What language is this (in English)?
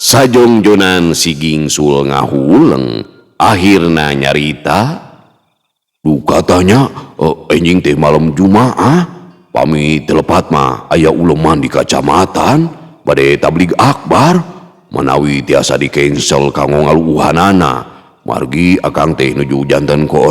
Sundanese